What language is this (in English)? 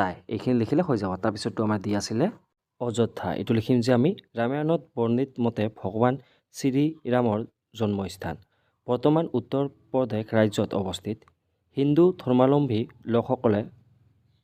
Assamese